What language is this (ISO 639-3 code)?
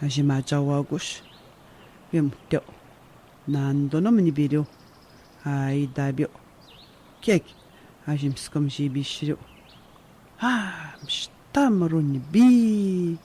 atj